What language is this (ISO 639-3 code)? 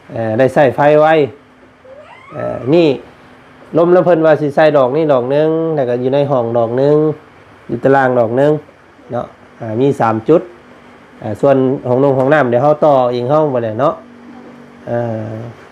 lao